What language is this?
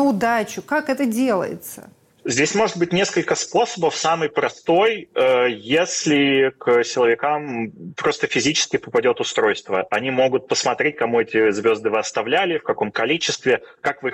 Russian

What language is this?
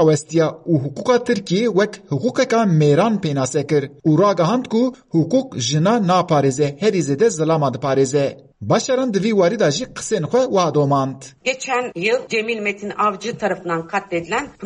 Kurdish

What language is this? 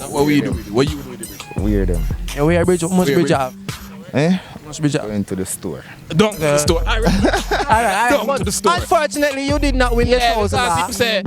Jamaican Creole English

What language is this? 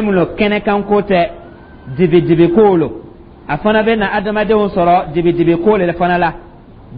Dyula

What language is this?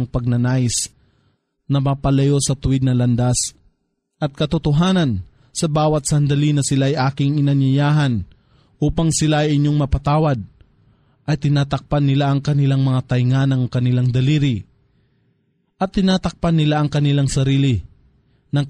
Filipino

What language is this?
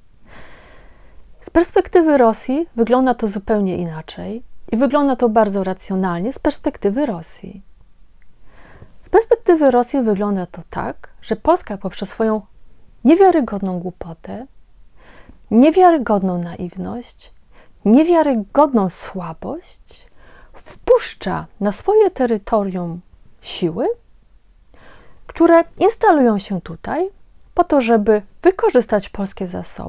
Polish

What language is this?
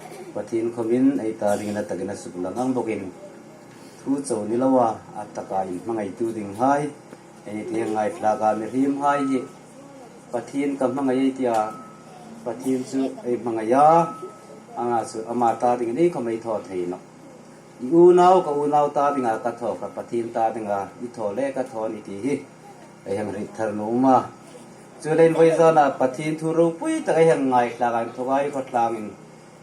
Hmar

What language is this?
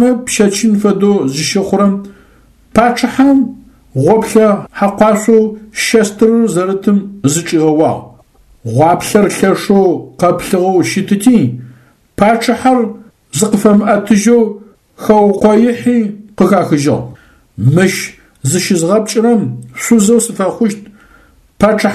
Adyghe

